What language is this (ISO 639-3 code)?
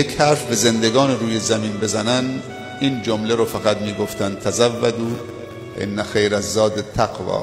tgk